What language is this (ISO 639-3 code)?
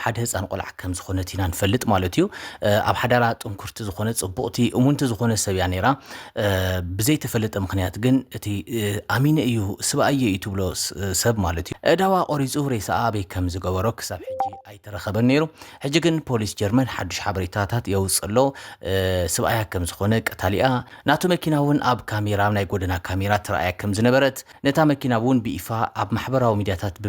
tir